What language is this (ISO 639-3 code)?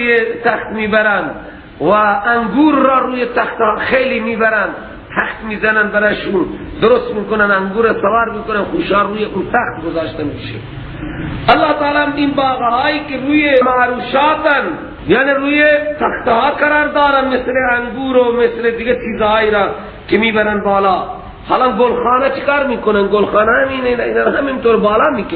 fas